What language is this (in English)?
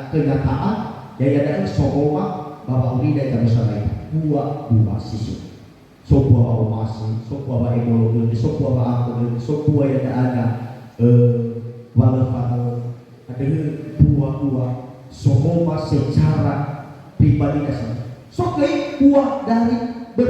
Nias